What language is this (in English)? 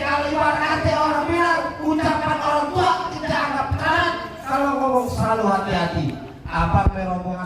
Betawi